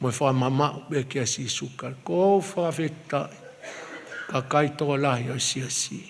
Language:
Tongan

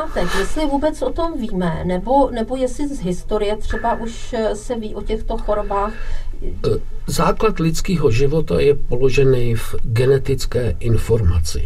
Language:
Czech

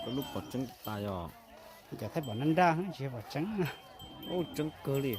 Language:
Hmong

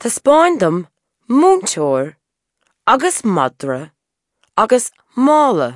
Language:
Irish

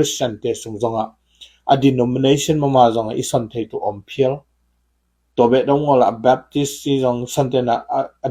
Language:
Tedim Chin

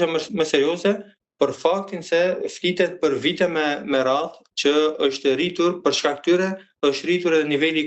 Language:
Albanian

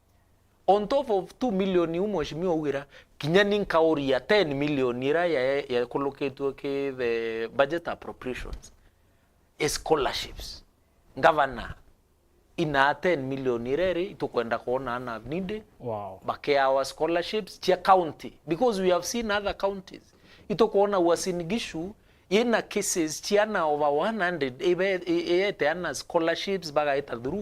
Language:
Meru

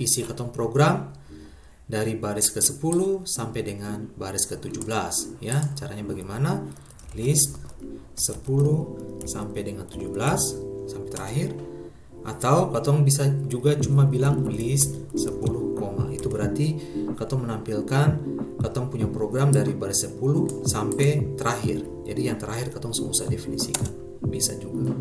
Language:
Ambonese Malay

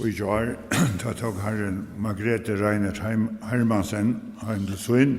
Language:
Faroese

